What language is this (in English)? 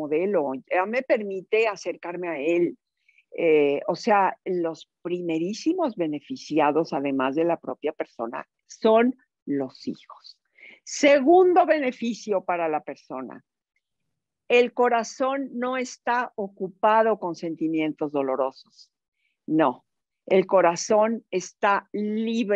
Spanish